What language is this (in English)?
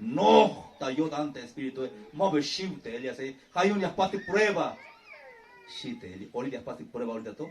Tzeltal